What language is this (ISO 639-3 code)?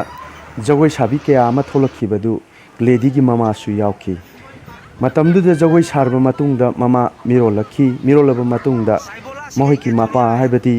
mni